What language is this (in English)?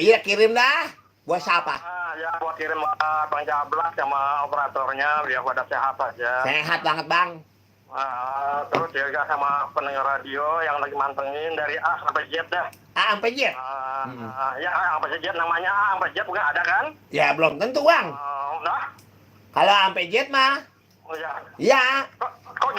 Betawi